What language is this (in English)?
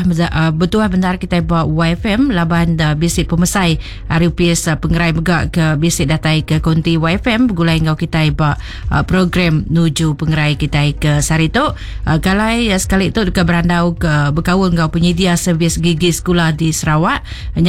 Iban